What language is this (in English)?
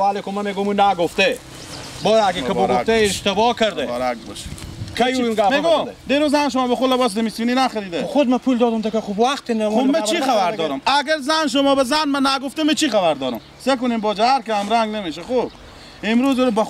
Persian